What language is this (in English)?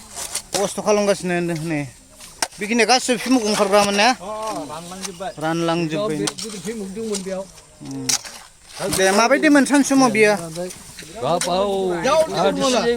Bodo